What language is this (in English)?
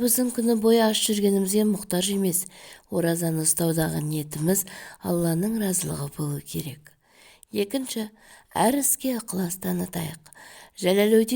Kazakh